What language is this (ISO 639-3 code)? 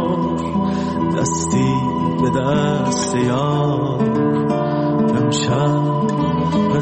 fas